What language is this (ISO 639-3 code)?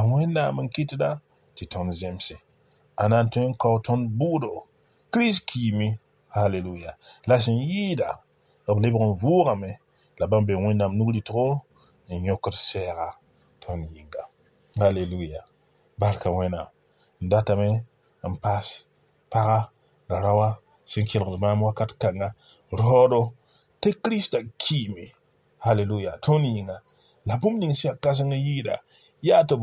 mos